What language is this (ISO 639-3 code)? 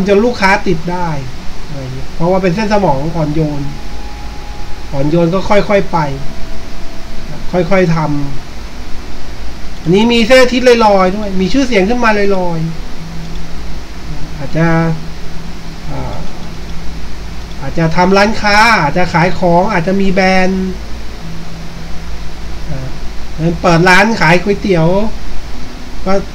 tha